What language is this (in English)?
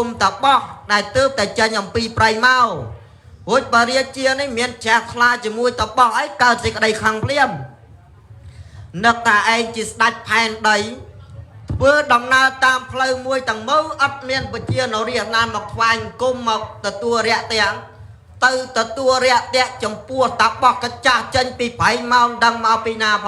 Khmer